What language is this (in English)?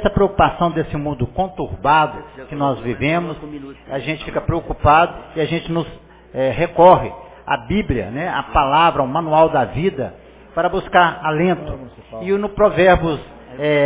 Portuguese